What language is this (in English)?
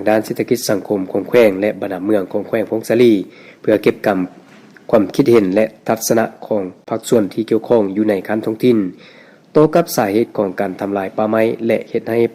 Lao